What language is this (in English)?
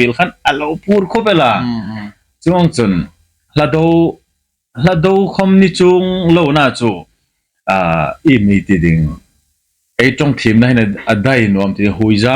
Hmar